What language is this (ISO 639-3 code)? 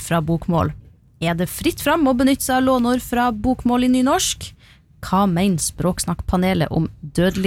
nor